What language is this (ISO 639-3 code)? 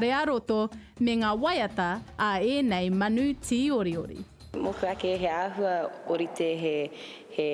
mri